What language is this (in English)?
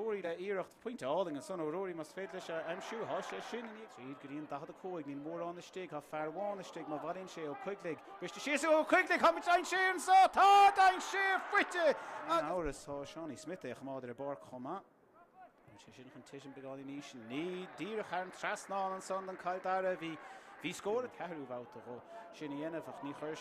Irish